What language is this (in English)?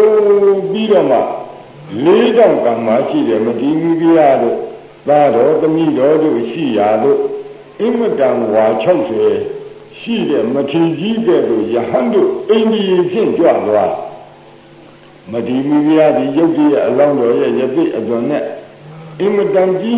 Burmese